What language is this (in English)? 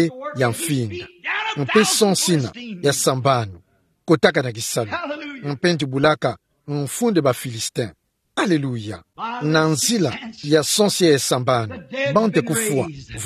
Kituba (Democratic Republic of Congo)